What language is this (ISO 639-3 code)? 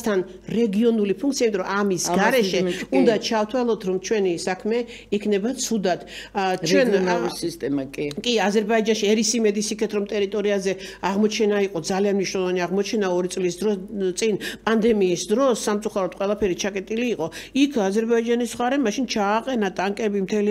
kat